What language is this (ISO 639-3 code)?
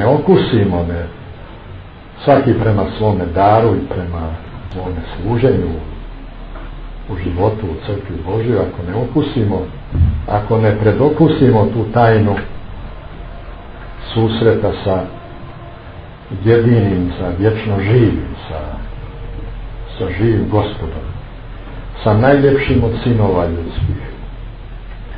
hrv